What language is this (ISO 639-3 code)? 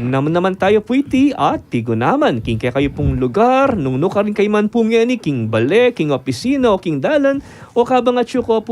pam